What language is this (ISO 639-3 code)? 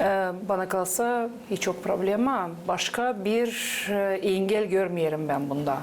gag